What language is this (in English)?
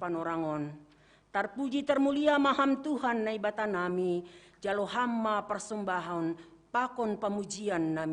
Batak Simalungun